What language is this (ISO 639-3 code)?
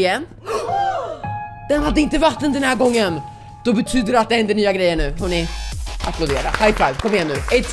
swe